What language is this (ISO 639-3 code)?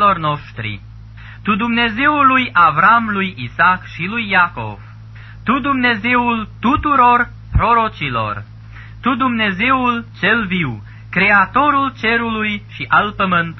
ron